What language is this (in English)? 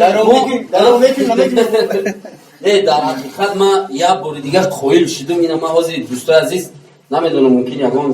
Tajik